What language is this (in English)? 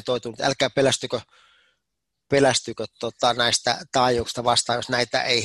Finnish